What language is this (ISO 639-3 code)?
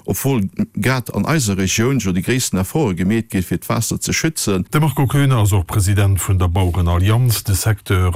ltz